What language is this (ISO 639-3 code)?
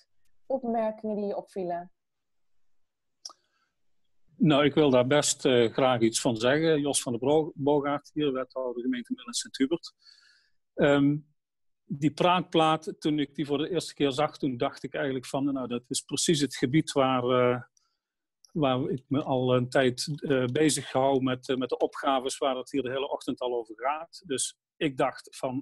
nld